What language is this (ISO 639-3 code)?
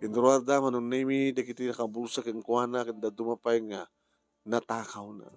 ilo